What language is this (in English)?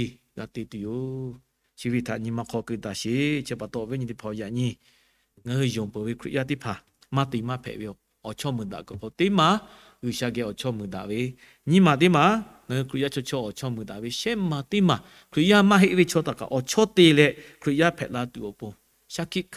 Lahu